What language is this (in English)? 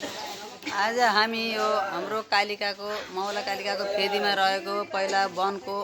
Nepali